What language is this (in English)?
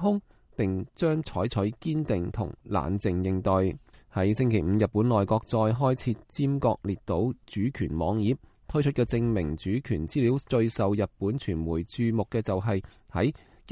Cantonese